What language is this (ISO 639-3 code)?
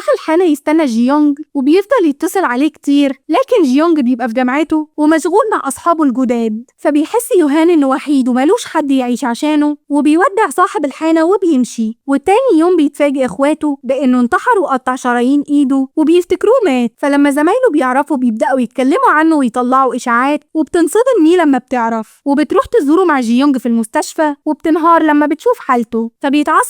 arz